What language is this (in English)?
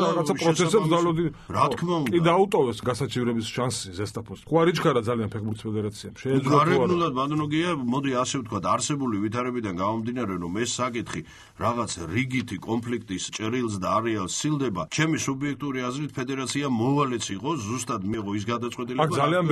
Georgian